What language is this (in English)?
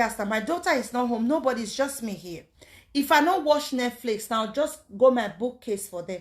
Nigerian Pidgin